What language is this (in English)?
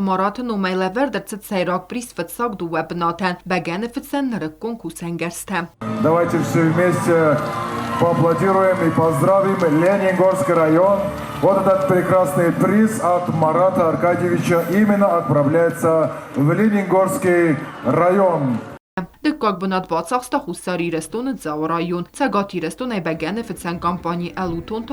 Ossetic